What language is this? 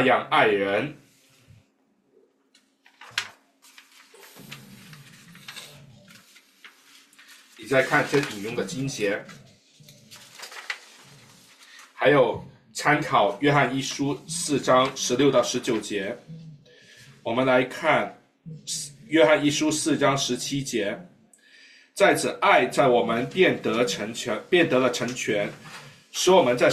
Chinese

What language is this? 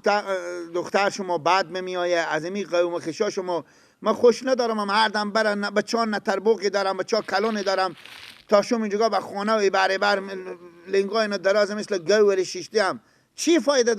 Persian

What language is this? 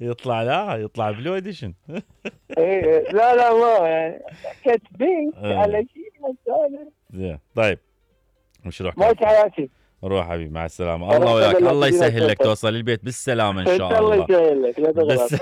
Mesopotamian Arabic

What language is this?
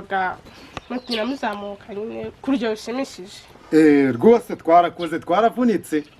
Kinyarwanda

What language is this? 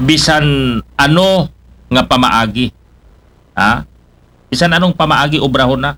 Aklanon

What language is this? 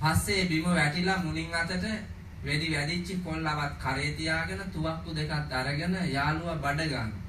Sinhala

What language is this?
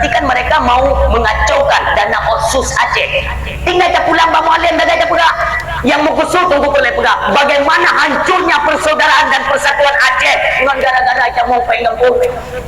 Achinese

